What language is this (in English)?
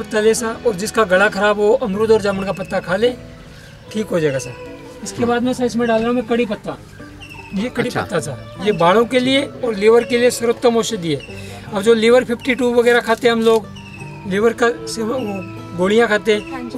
Hindi